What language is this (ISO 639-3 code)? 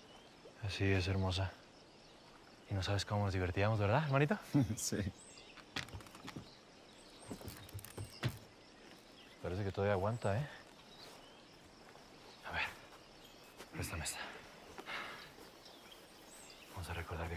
spa